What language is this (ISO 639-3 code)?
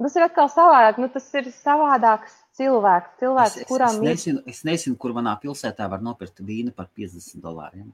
lav